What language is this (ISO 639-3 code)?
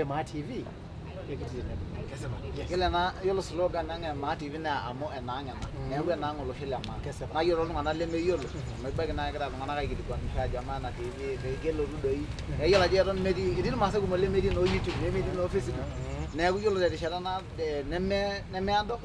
mas